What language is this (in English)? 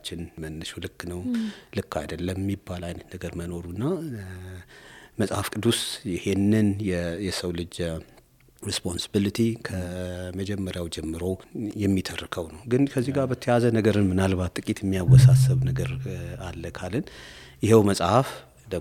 Amharic